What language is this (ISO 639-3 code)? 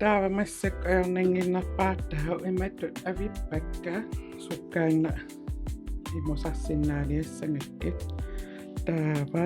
kal